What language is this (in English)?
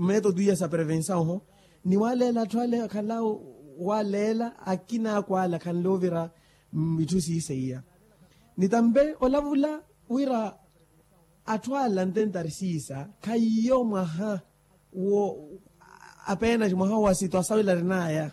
Makhuwa